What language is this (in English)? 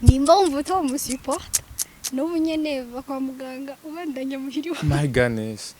Rundi